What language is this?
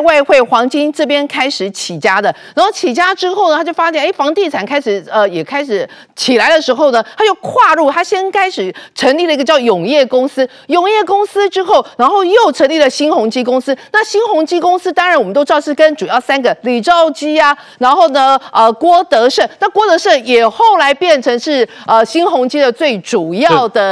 Chinese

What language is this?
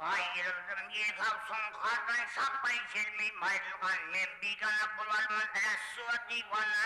Kara-Kalpak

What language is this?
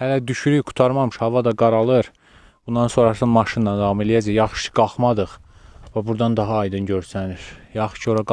Azerbaijani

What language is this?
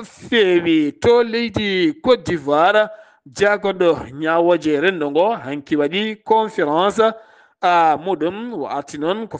Fula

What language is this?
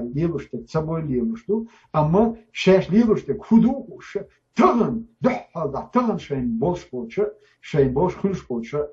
Chechen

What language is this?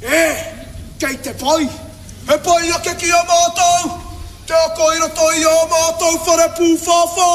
Māori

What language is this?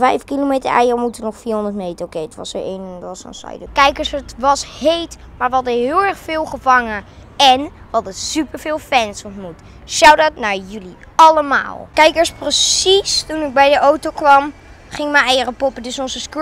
Dutch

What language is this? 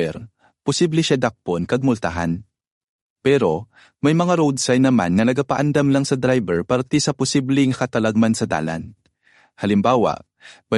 Hiligaynon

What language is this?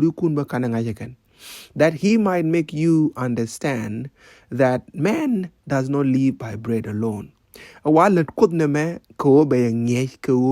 Nuer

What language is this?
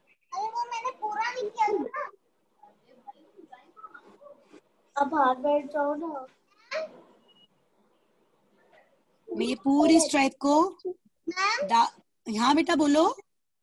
Hindi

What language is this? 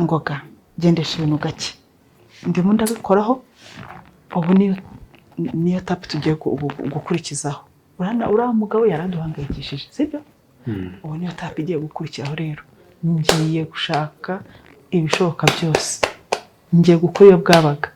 Kinyarwanda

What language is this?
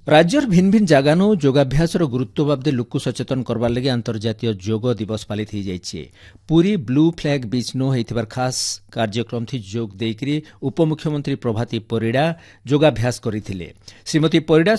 Odia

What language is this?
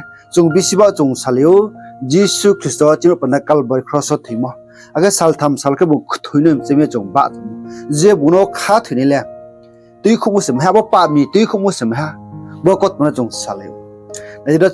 Riang (India)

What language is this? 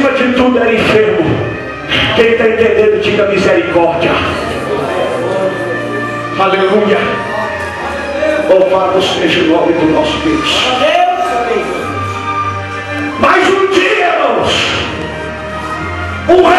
Portuguese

